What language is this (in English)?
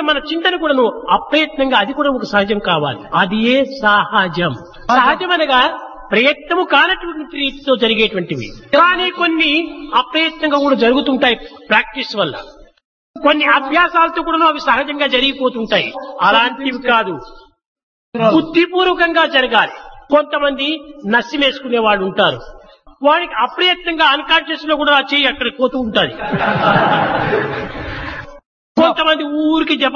Telugu